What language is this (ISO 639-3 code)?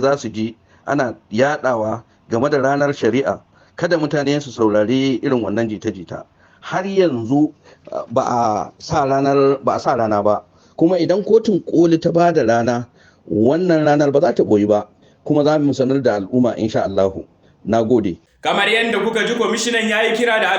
hau